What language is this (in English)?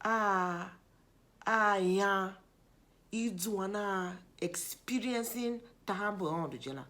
Tiv